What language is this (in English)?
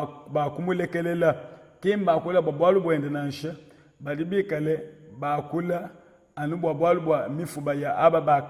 Luba-Lulua